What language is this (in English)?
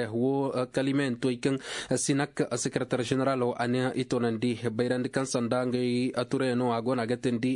Koyraboro Senni